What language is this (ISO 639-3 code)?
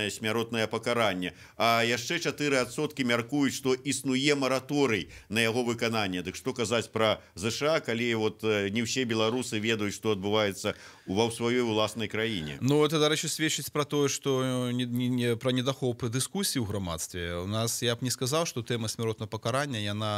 bel